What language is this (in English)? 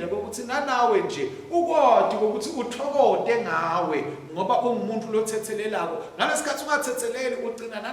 Swati